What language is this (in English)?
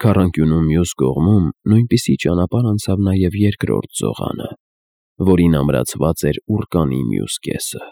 Armenian